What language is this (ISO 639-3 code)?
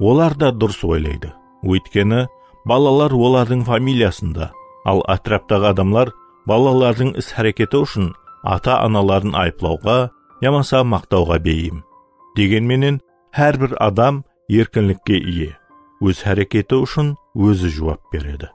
kaa